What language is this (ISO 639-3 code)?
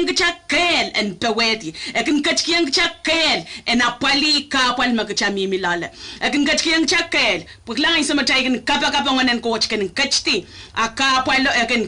pon